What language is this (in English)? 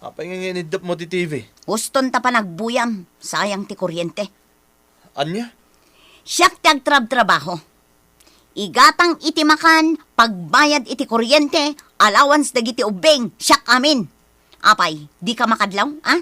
Iloko